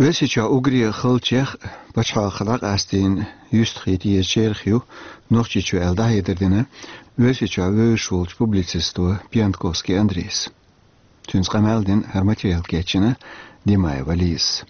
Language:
Chechen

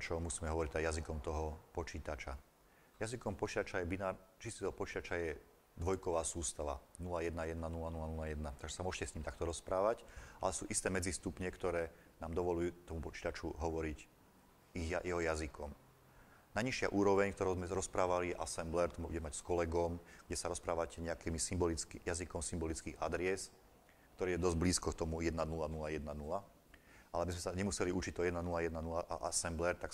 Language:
Slovak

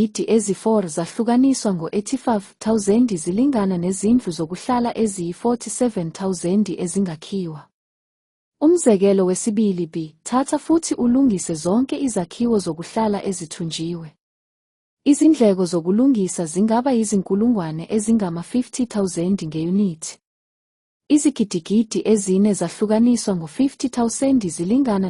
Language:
Zulu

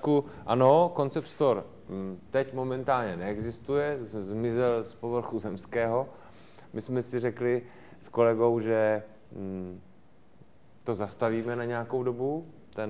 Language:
Czech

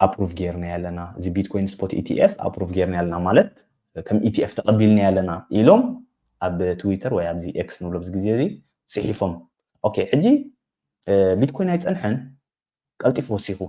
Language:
Tigrinya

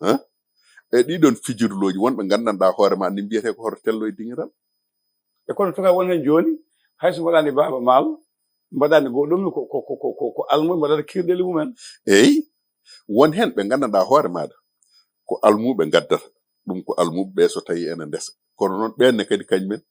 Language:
Fula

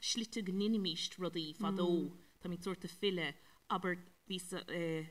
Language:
Irish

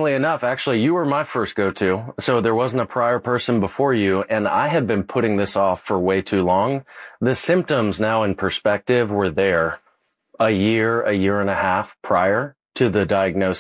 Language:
English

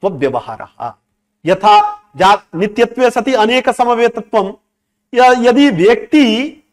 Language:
Sanskrit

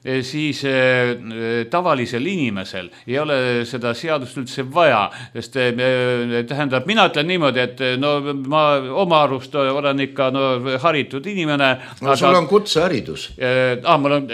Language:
Estonian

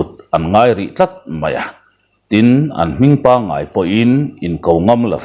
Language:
Mizo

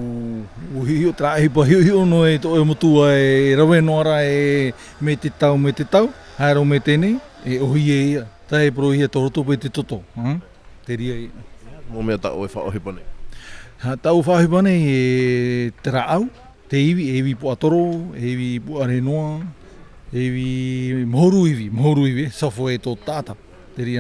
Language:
Tahitian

